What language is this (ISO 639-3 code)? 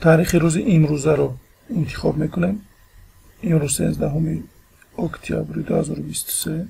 tgk